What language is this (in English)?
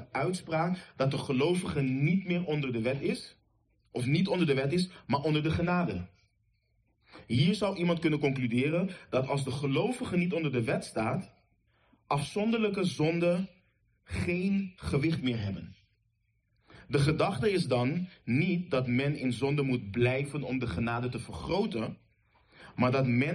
Dutch